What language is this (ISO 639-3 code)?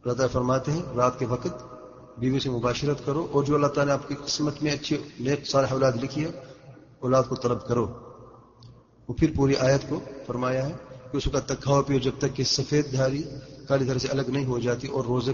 urd